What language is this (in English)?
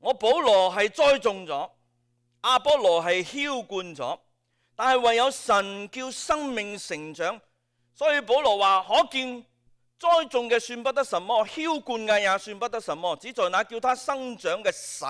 Cantonese